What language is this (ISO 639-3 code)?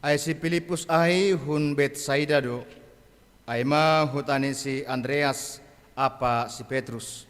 bts